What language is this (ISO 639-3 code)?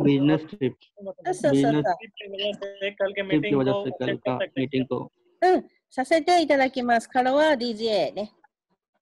jpn